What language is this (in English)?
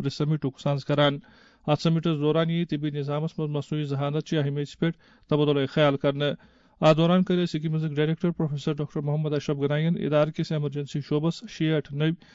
Kashmiri